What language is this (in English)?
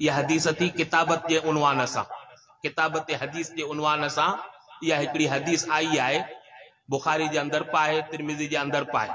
Sindhi